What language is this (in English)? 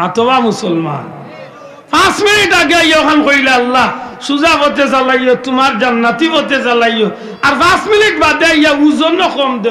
Sylheti